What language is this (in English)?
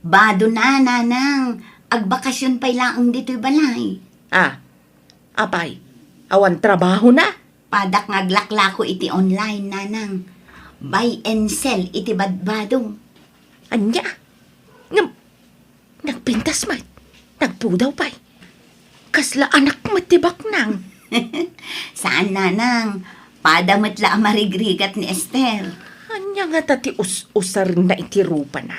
Iloko